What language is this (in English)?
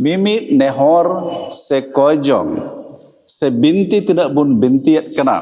Santali